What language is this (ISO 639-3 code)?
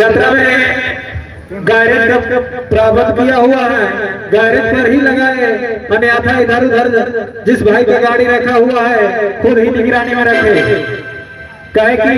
sck